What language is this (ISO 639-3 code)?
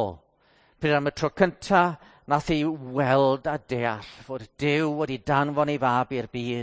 cym